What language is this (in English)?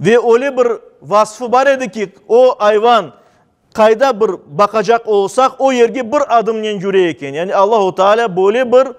Crimean Tatar